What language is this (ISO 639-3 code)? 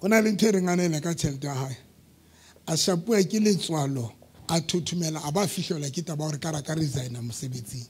sot